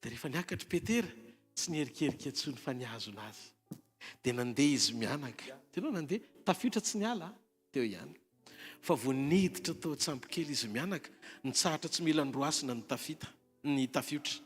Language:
Malagasy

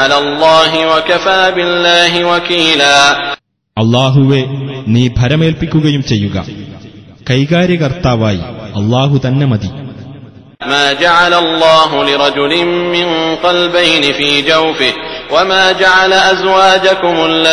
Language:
Malayalam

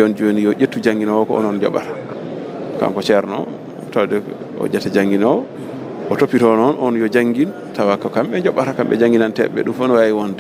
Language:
Fula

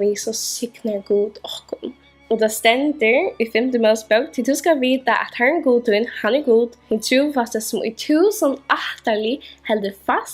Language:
Faroese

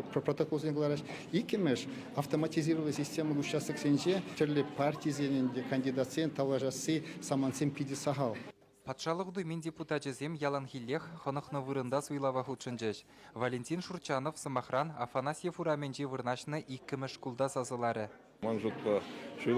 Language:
Chuvash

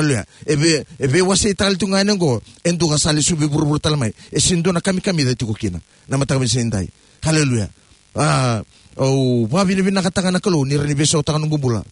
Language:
Fijian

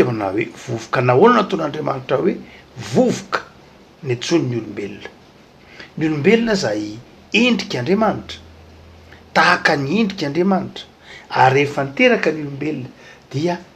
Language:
Malagasy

